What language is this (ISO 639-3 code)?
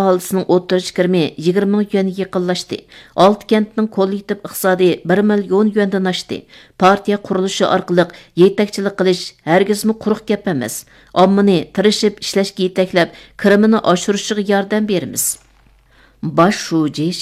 uig